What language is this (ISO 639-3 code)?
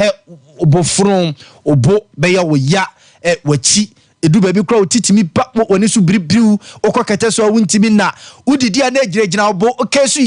aka